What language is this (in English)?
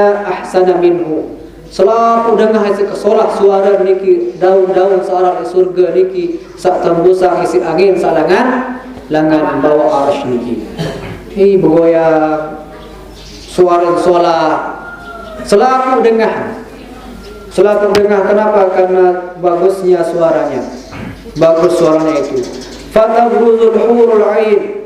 Sasak